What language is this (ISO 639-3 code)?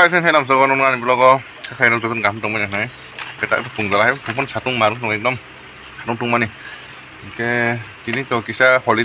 trp